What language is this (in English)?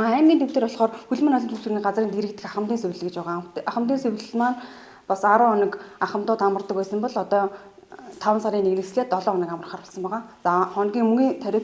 Mongolian